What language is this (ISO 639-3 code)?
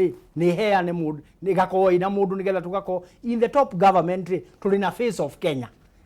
kik